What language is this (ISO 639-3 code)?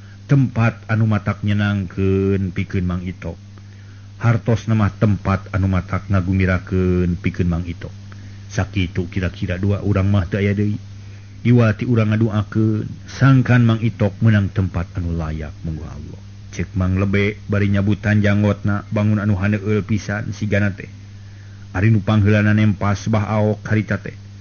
sun